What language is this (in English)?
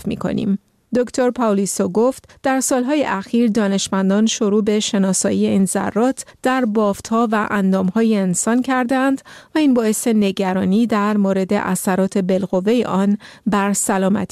Persian